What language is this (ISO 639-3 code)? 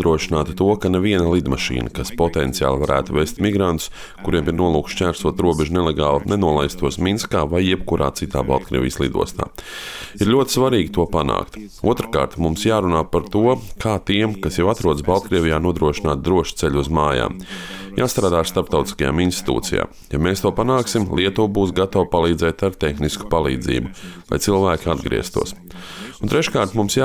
lav